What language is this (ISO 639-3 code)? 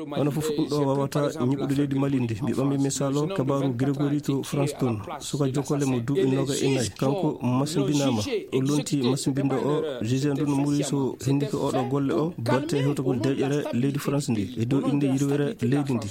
ful